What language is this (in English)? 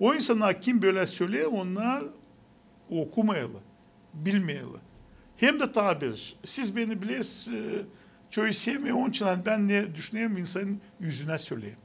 Gagauz